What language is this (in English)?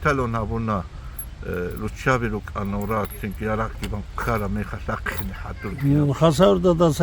Avaric